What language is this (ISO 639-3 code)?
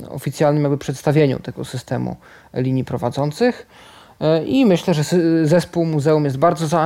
pol